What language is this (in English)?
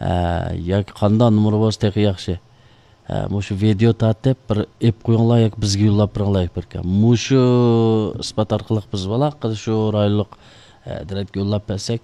Uyghur